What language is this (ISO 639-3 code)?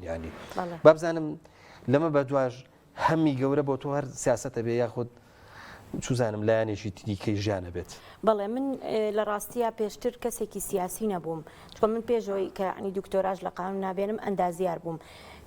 ckb